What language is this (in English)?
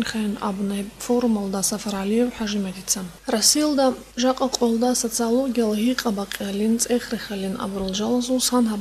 Avaric